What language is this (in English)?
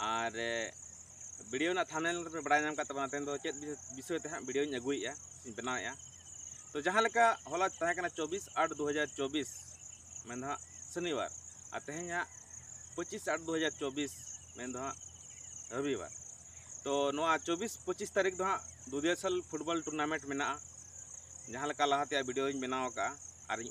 Santali